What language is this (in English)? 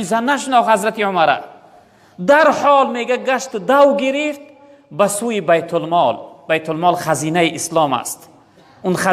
Tajik